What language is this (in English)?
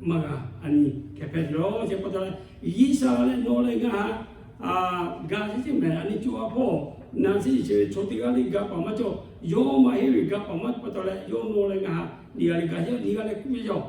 Lahu